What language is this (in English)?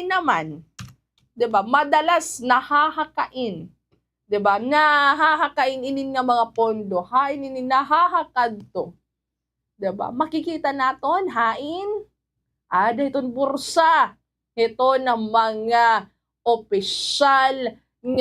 Waray